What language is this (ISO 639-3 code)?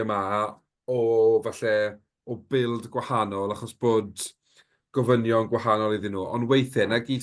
cym